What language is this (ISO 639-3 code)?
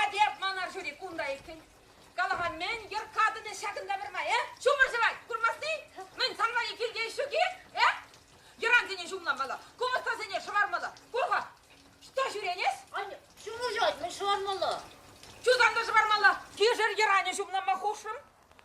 chv